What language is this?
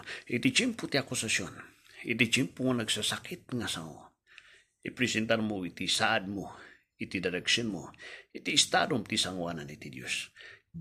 Iloko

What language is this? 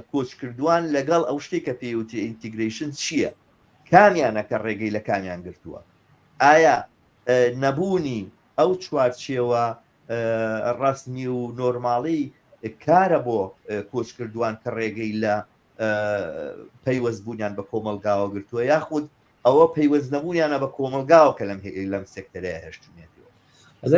Central Kurdish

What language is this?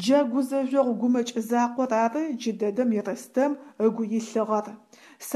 Adyghe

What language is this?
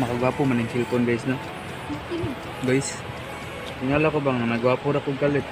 Cebuano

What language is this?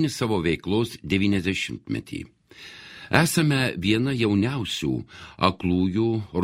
Lithuanian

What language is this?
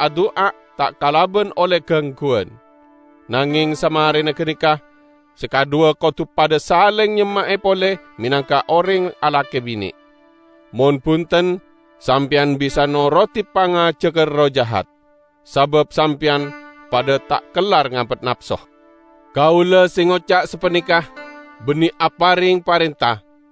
Madurese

